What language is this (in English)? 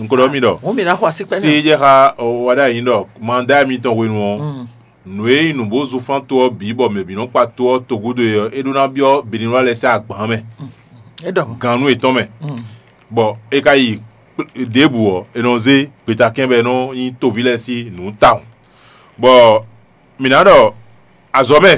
Fon